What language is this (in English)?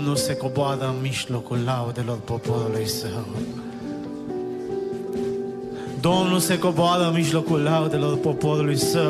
Romanian